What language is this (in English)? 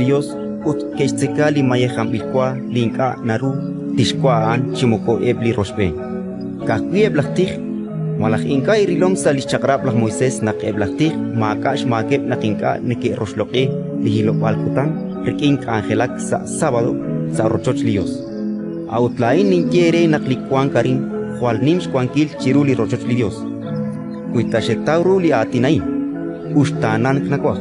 Kekchí